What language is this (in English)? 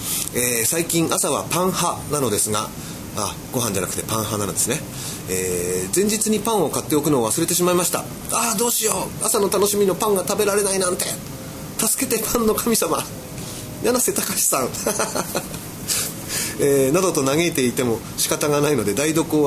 Japanese